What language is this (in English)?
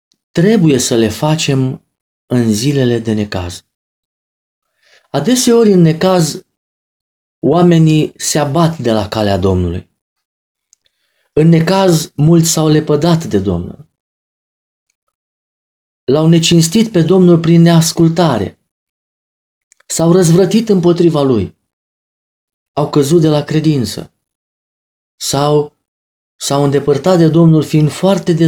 Romanian